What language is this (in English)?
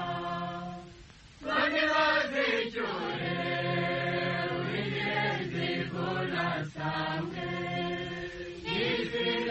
Kinyarwanda